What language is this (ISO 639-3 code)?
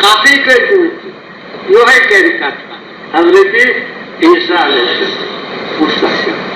kas